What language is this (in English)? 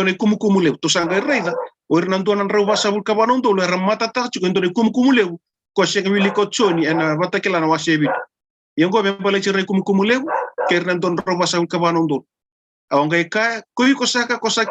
Fijian